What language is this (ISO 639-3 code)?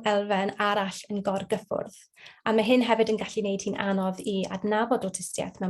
cym